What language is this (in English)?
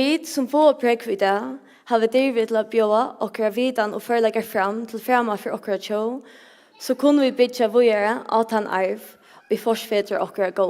Faroese